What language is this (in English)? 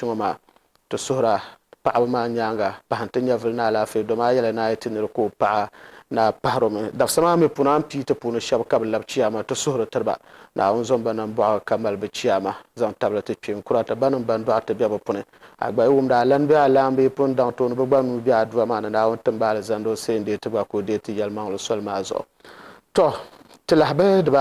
Dagbani